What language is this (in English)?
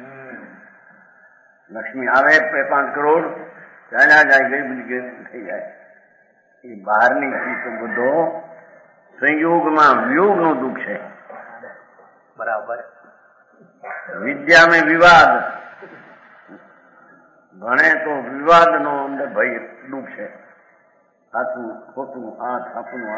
Gujarati